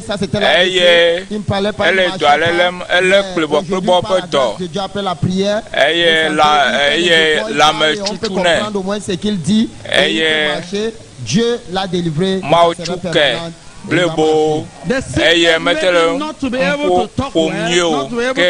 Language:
Ewe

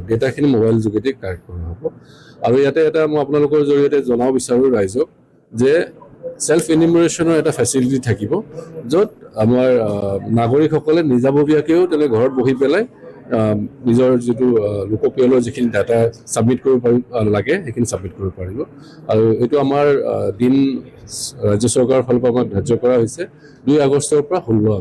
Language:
Assamese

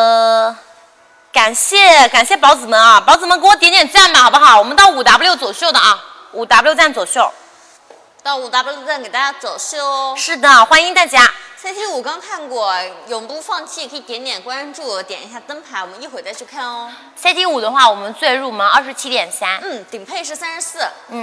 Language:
Chinese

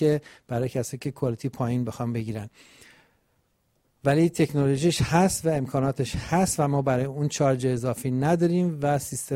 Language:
Persian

